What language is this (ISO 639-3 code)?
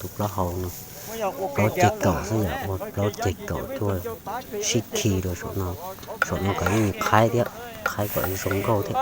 hmn